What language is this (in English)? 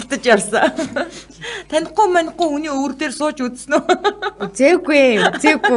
Mongolian